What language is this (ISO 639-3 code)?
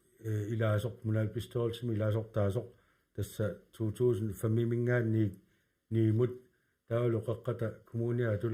kal